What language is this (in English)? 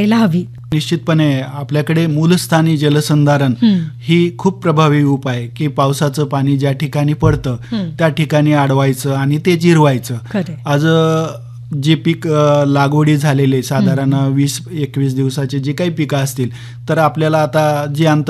Marathi